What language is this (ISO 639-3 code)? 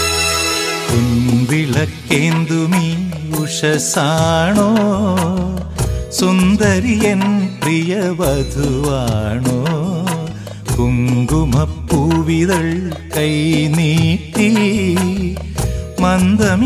mal